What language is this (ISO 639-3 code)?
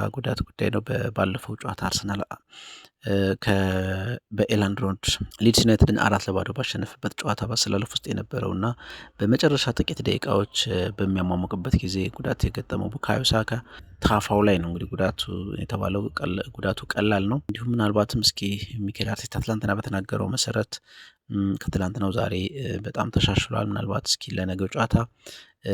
amh